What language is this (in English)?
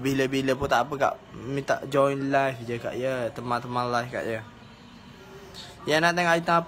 Malay